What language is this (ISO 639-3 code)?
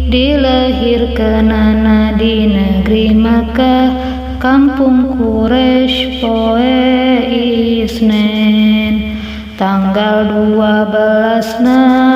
sun